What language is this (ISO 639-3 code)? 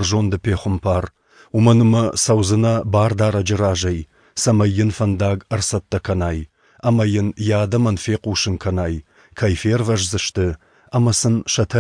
oss